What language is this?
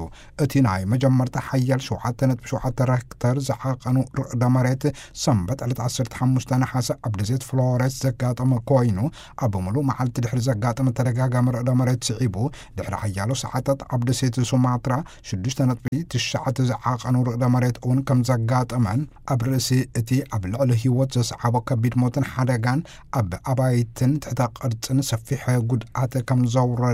Tigrinya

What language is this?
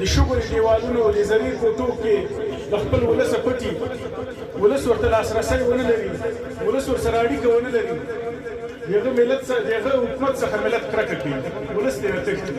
Pashto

